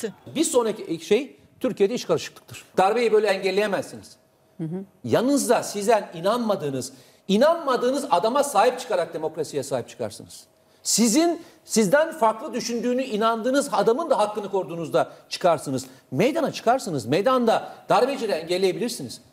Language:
Turkish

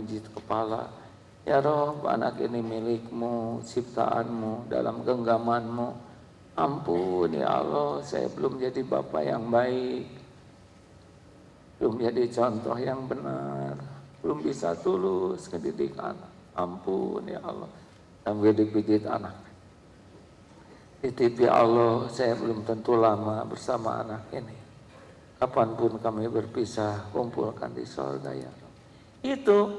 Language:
Indonesian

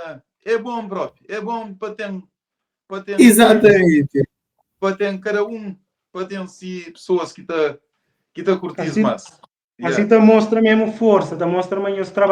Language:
Kabuverdianu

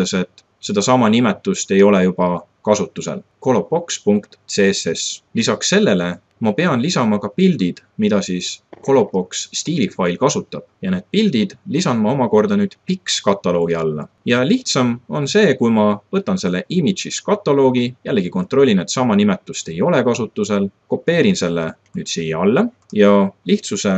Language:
Estonian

